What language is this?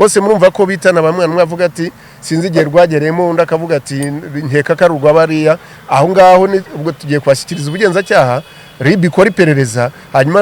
Kinyarwanda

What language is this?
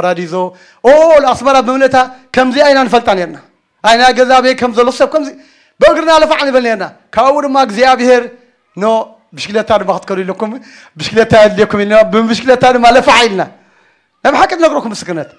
Tigrinya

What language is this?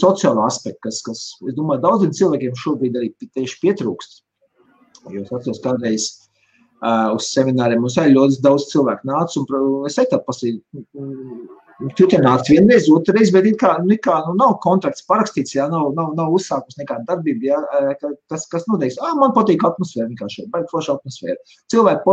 Latvian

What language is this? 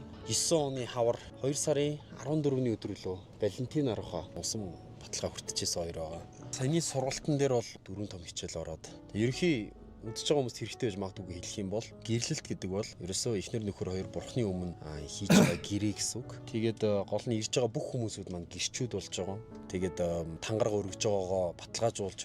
Mongolian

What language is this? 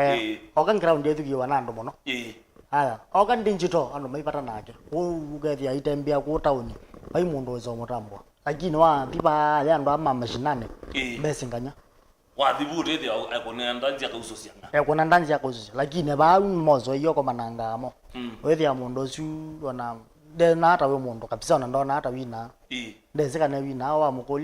Kamba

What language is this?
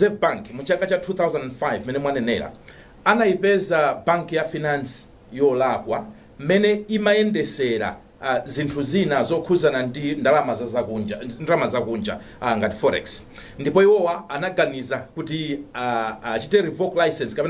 Nyanja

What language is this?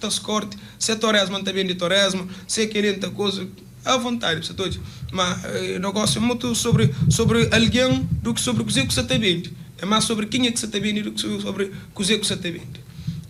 Kabuverdianu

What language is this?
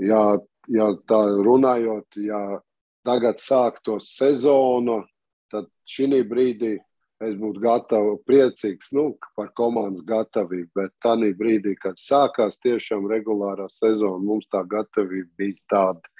Latvian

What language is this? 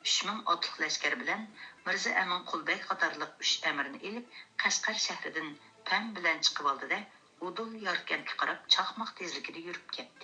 Uyghur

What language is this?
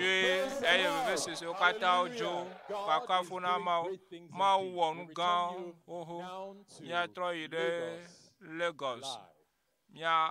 Ewe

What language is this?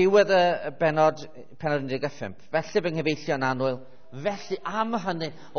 Welsh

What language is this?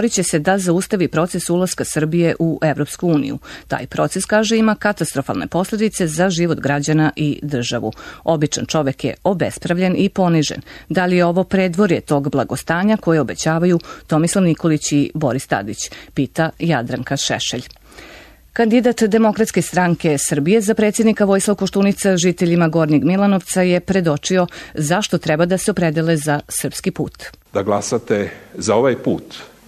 Serbian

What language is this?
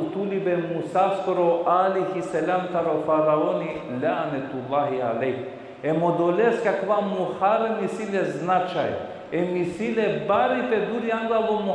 Balkan Romani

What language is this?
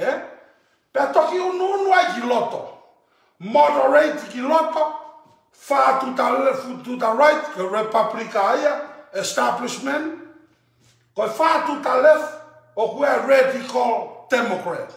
Tongan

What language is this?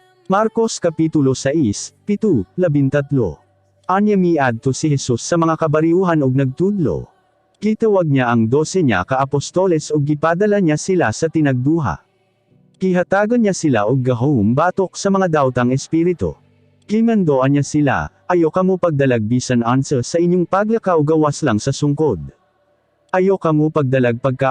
Cebuano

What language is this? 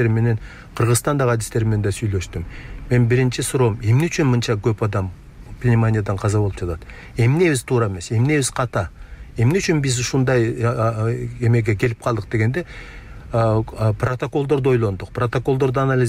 Kyrgyz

